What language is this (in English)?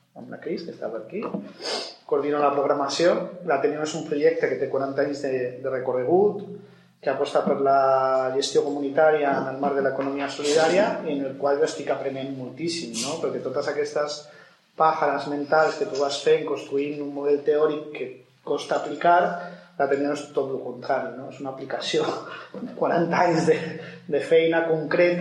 Catalan